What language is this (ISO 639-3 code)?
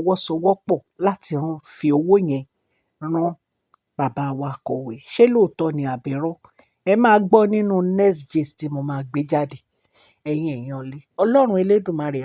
yor